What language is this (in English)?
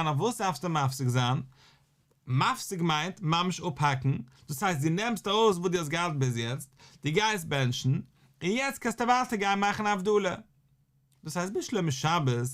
Yiddish